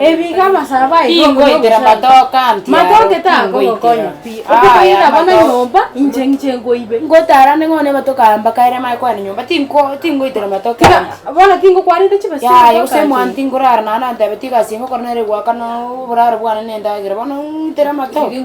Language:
Gusii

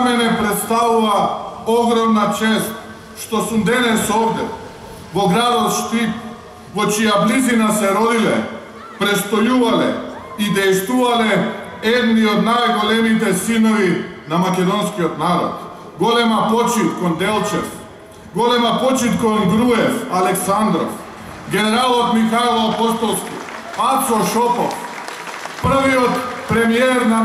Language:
Macedonian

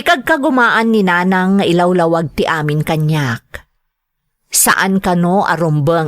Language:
Iloko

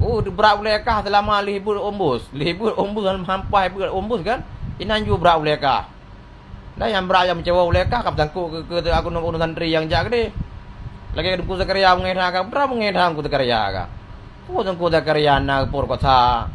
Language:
Achinese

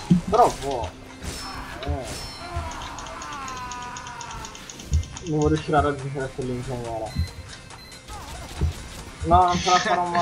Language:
Italian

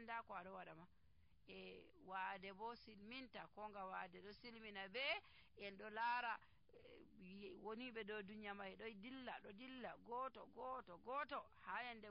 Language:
Nigerian Fulfulde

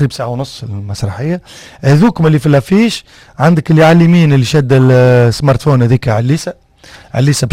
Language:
Tunisian Arabic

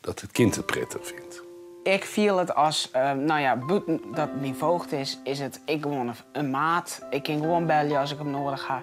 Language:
Western Frisian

